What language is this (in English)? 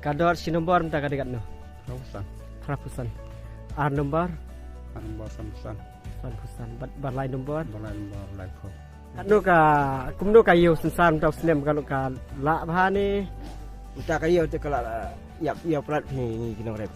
Khasi